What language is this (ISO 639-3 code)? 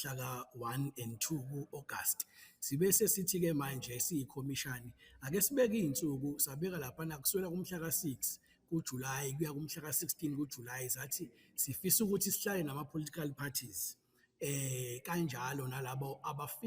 zul